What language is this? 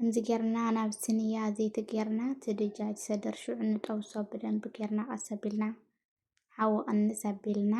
Tigrinya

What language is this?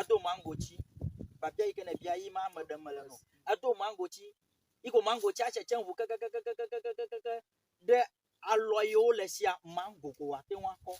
Ewe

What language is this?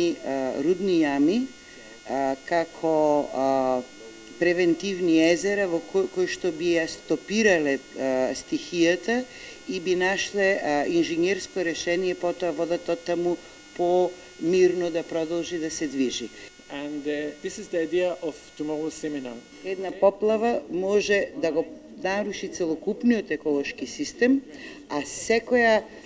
Macedonian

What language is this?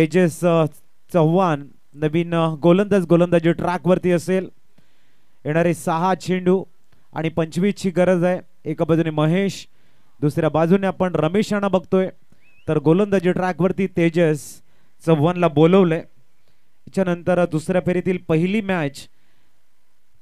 Marathi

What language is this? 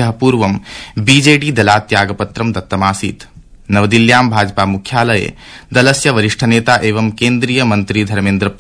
Sanskrit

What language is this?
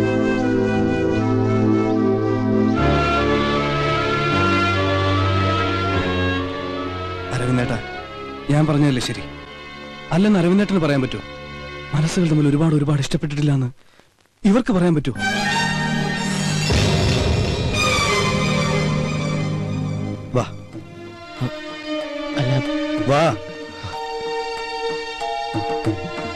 Malayalam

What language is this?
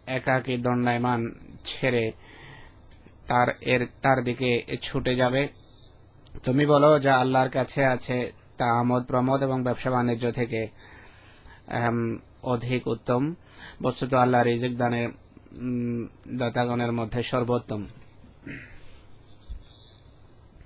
Bangla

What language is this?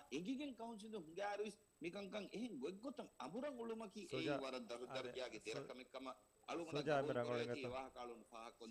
Divehi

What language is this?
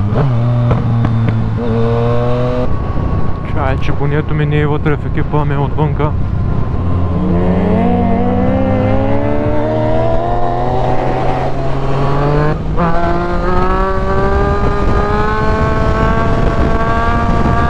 Bulgarian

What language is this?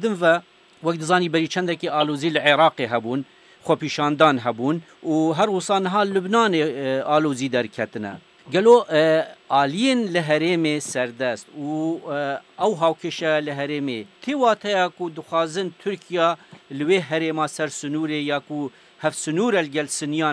Kurdish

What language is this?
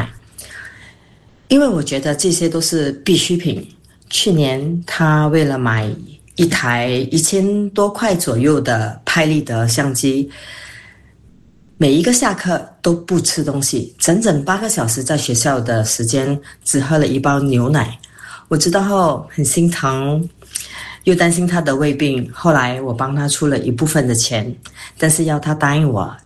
Chinese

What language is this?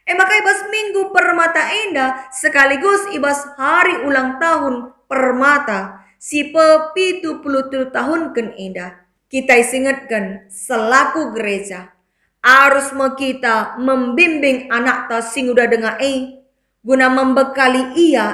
Batak Karo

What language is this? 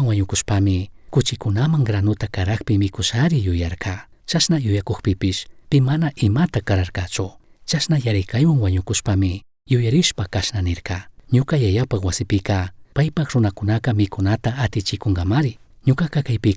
Chimborazo Highland Quichua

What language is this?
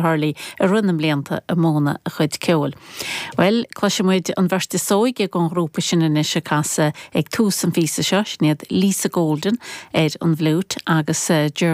Irish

